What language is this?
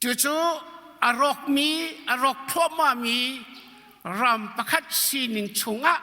Hakha Chin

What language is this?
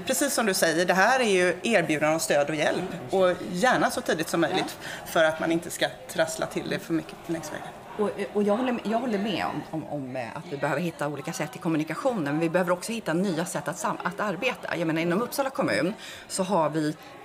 Swedish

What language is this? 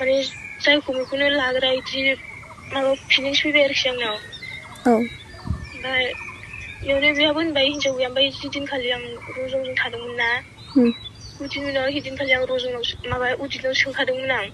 Bodo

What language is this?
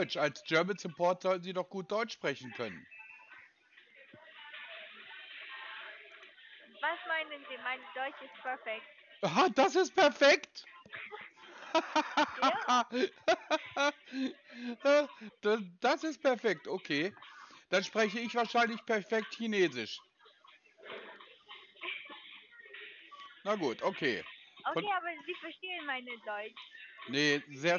German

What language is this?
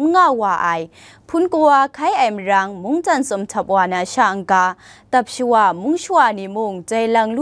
Kachin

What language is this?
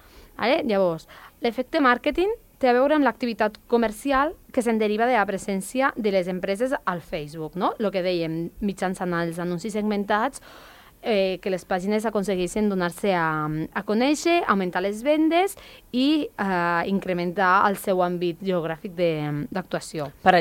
Catalan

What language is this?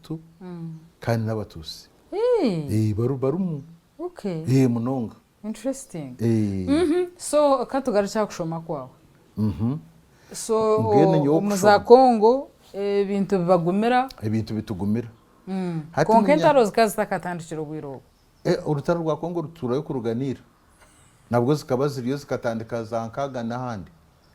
Nyankole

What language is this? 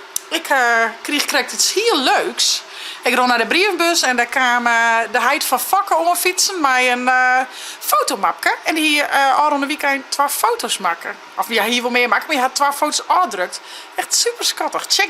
Western Frisian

